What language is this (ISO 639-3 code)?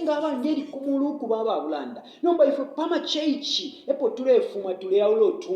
bem